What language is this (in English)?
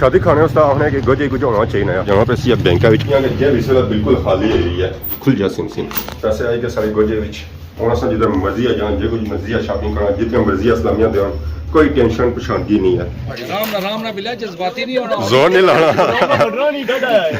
Pahari-Potwari